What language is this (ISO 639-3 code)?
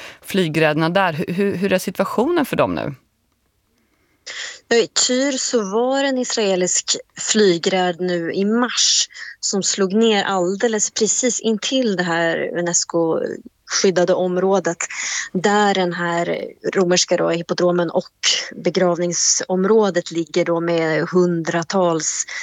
swe